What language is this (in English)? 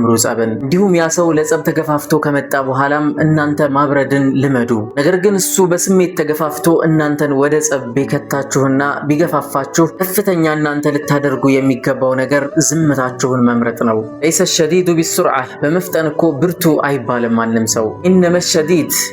Amharic